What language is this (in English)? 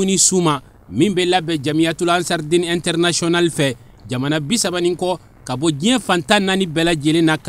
Bambara